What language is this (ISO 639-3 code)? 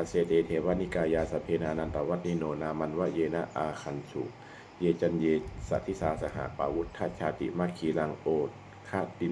pli